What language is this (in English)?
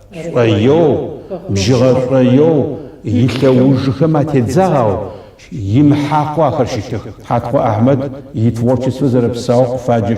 Adyghe